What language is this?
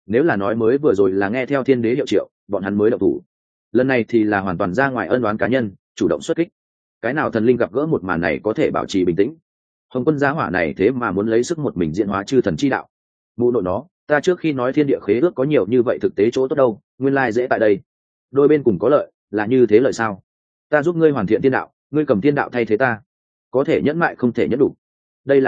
Vietnamese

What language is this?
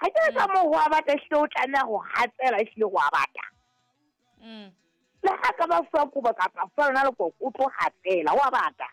Southern Sotho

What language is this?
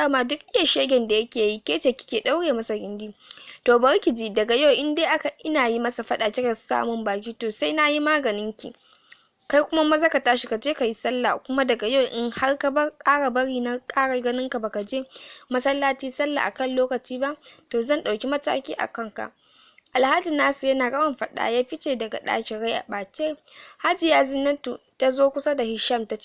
Hausa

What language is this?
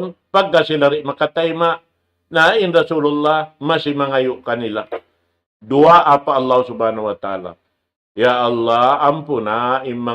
Tausug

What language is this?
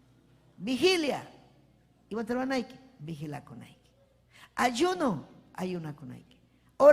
Ayacucho Quechua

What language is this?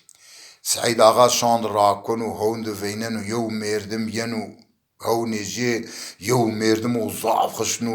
Zaza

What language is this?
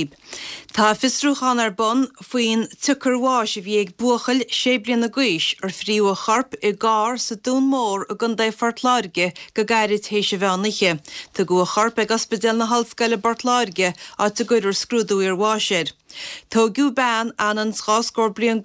Irish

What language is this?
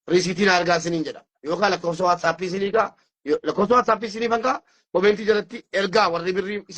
Oromo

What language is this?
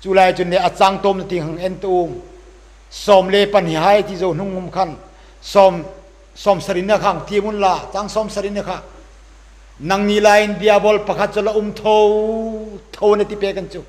Hmar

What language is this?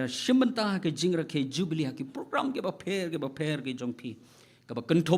Khasi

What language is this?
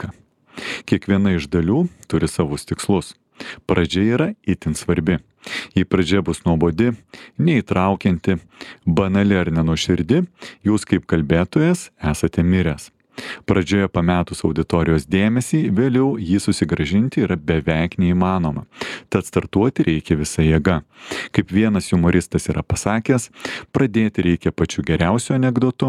Lithuanian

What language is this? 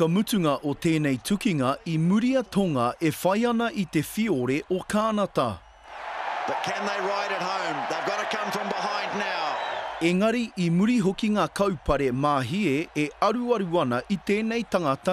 Māori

